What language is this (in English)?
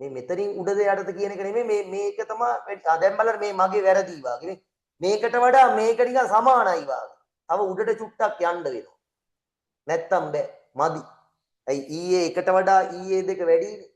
Sinhala